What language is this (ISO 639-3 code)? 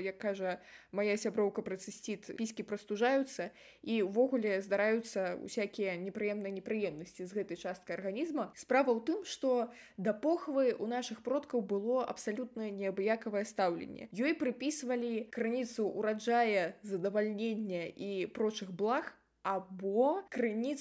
bel